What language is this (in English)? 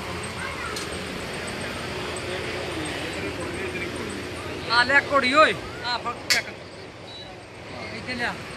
Punjabi